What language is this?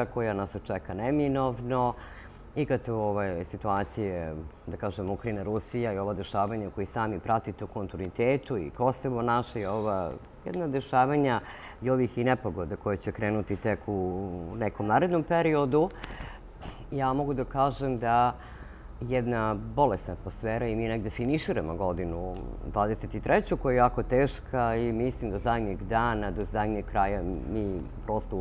Serbian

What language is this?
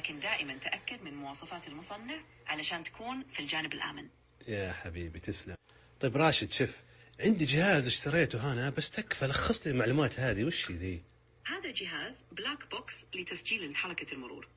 Najdi Arabic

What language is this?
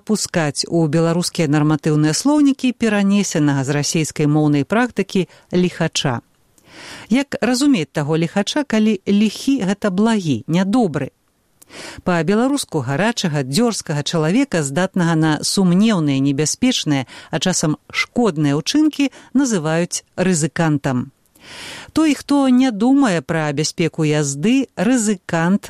Belarusian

